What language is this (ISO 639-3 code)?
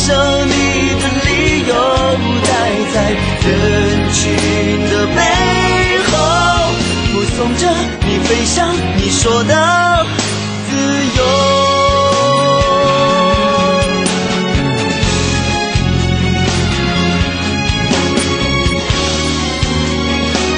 zho